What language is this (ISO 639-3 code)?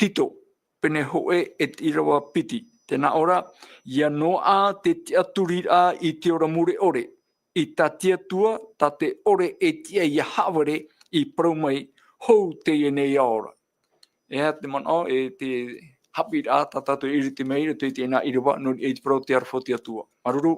tah